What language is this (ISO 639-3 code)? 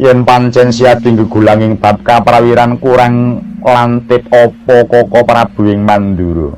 jav